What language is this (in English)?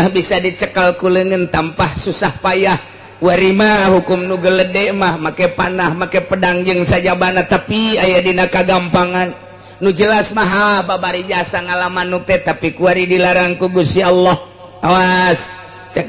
Sundanese